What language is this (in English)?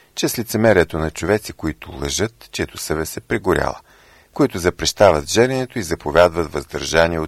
Bulgarian